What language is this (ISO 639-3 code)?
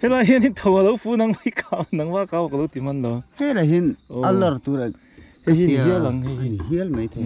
lus